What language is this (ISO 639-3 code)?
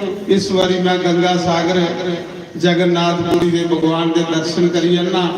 doi